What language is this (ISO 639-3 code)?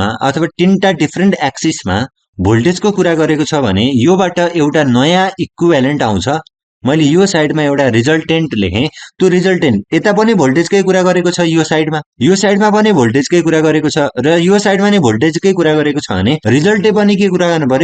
nep